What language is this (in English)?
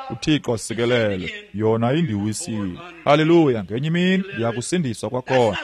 Xhosa